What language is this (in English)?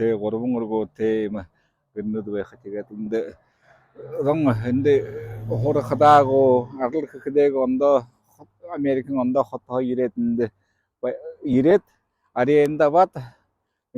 Buriat